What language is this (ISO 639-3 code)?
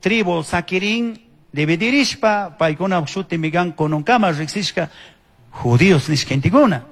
qug